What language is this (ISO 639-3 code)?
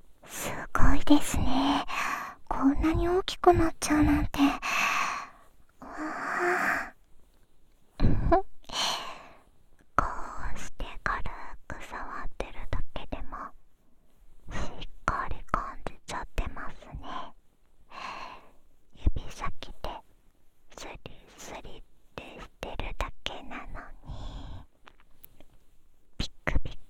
jpn